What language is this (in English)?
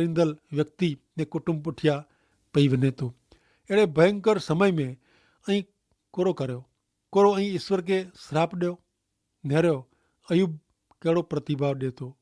Kachhi